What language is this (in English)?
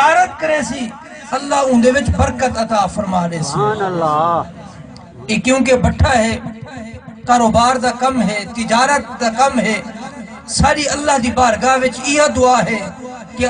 Saraiki